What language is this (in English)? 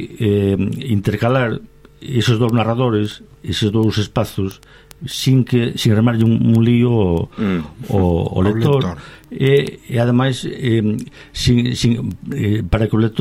Galician